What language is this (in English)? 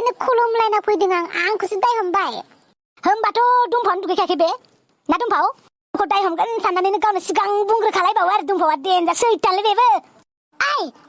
Bodo